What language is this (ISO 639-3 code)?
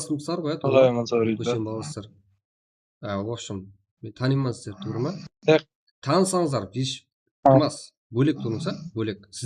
kaa